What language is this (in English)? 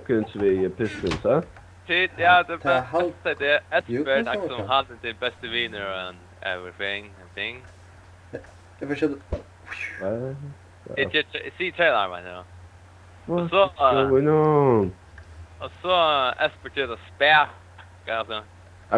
Faroese